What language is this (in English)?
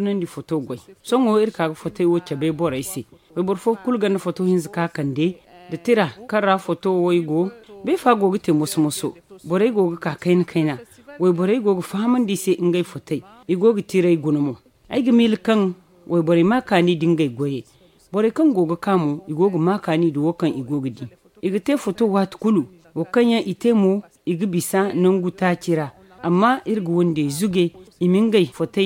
Zarma